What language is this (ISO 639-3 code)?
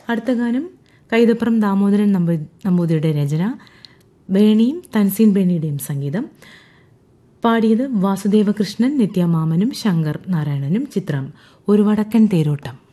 mal